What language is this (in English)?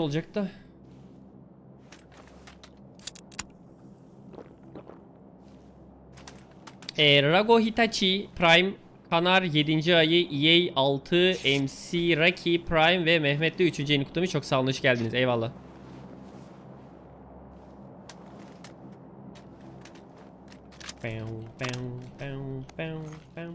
Turkish